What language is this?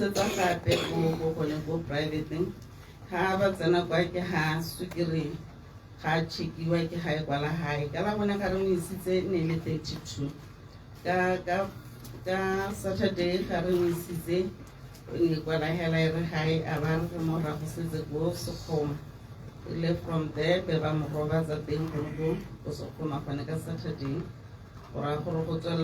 Tswana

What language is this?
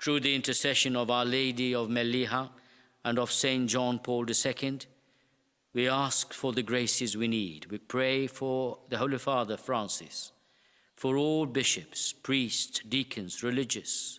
English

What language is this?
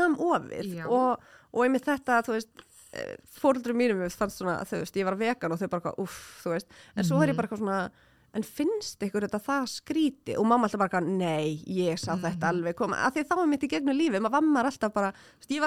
Icelandic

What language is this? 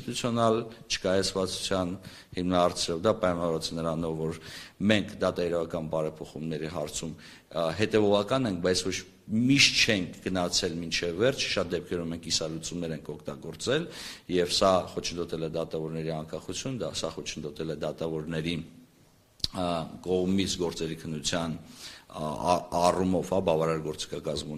Armenian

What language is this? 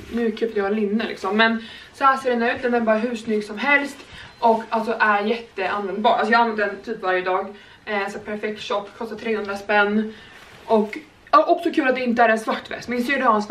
Swedish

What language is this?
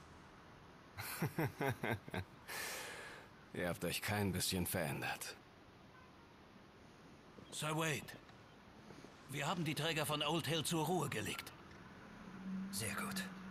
German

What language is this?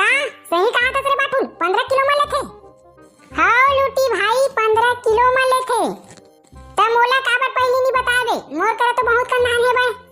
Chhattisgarhi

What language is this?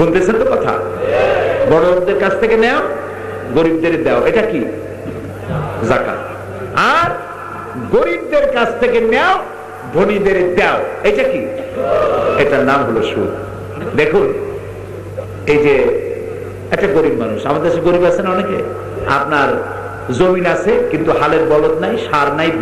Bangla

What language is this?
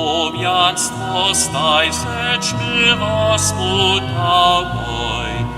Upper Sorbian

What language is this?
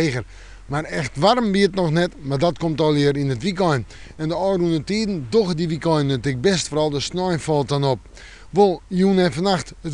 Western Frisian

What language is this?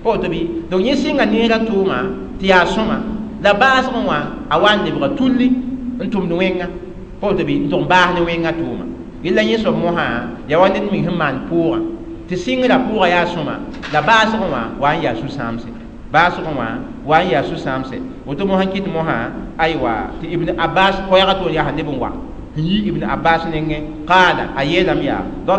Mossi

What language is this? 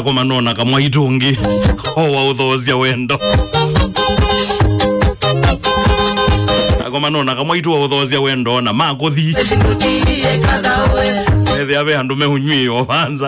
Kamba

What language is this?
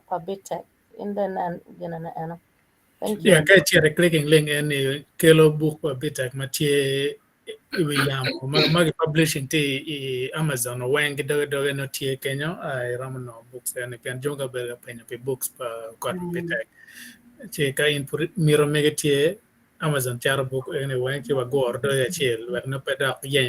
Acoli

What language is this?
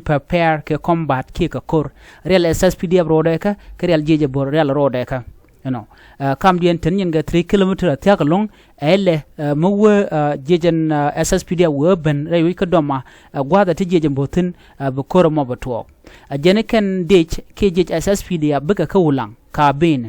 Nuer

